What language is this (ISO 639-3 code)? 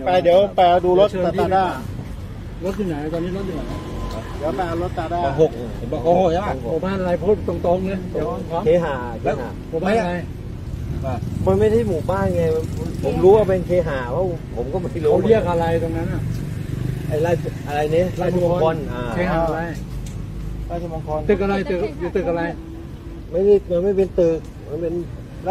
tha